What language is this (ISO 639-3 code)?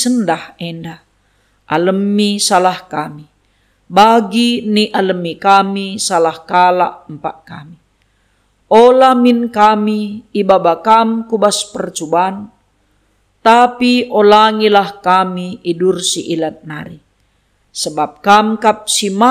btx